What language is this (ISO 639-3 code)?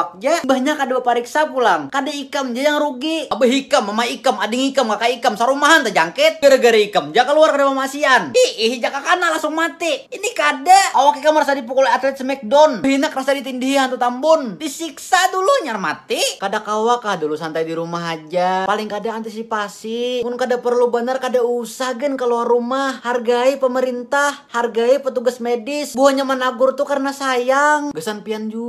bjn